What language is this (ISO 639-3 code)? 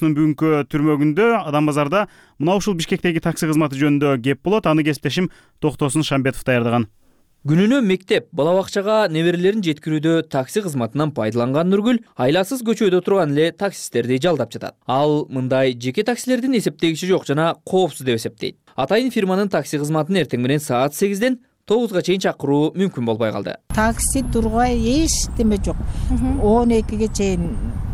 kir